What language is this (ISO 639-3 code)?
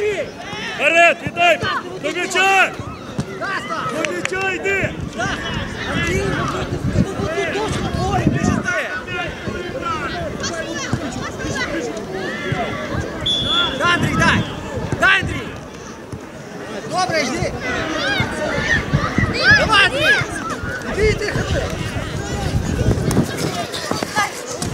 ukr